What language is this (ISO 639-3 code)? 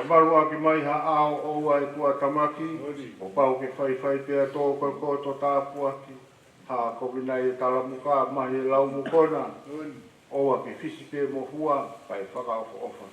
ton